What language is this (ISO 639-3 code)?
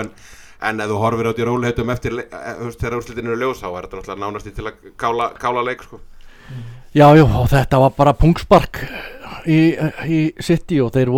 isl